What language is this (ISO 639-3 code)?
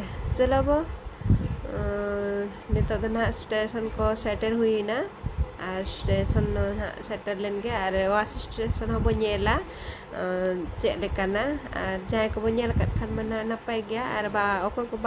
sat